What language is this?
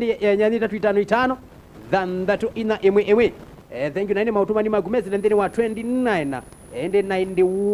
Kamba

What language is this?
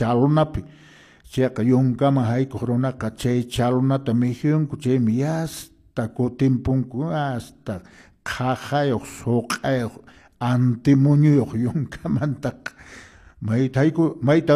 Quechua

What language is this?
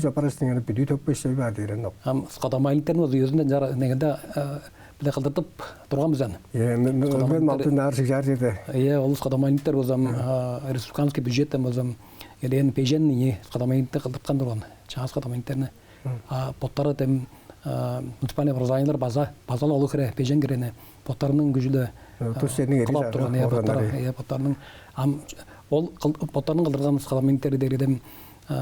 Tuvinian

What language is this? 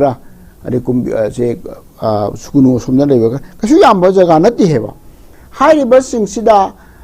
Manipuri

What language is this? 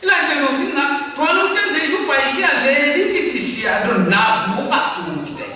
Tedim Chin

